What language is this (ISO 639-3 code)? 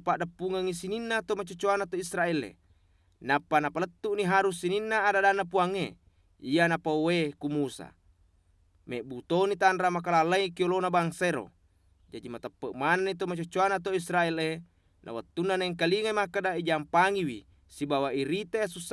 bug